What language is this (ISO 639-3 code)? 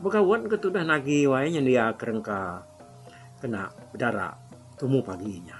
iba